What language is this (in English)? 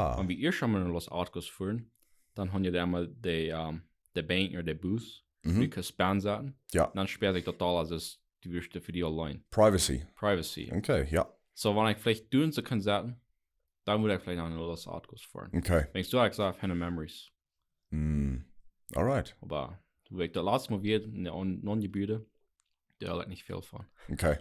Plautdietsch